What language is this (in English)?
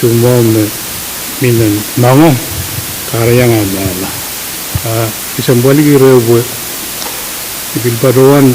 Pohnpeian